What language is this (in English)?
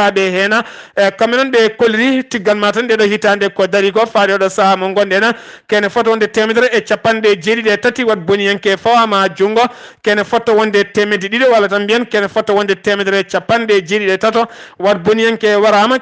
Fula